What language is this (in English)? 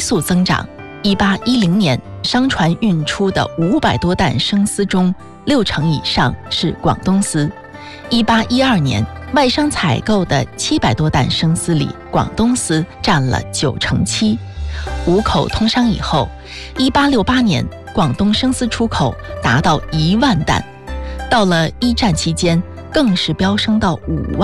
Chinese